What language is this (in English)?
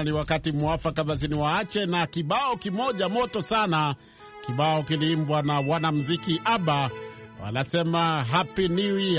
Swahili